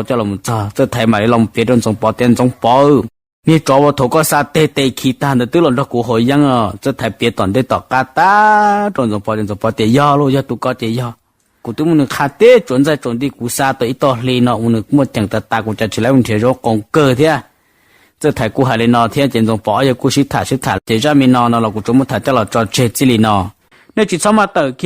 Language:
Hmong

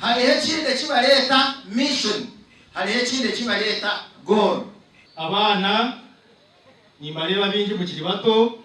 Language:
Nyankole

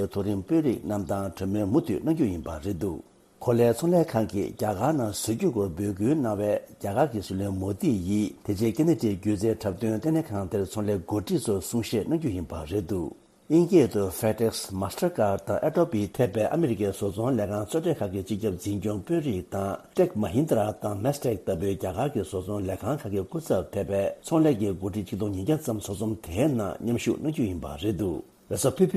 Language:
Tibetan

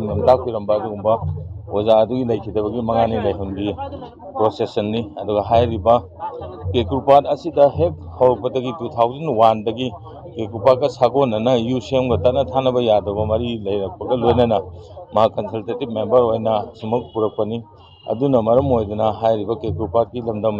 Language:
Manipuri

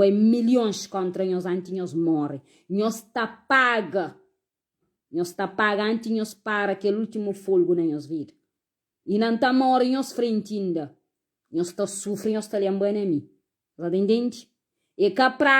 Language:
Kabuverdianu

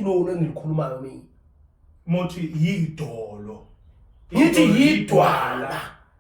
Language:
Zulu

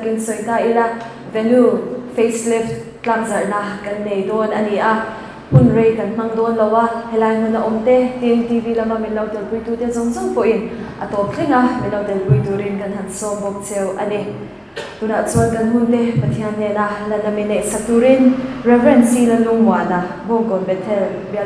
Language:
Mizo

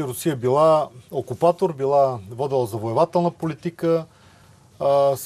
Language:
Bulgarian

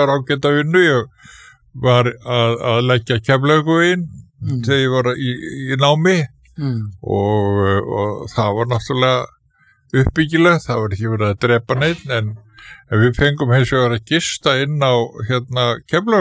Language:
Icelandic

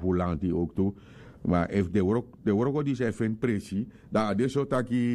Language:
Sranan Tongo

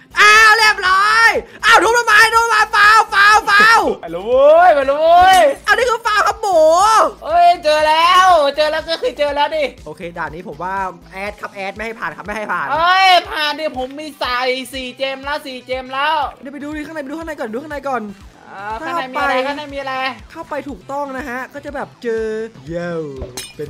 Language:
Thai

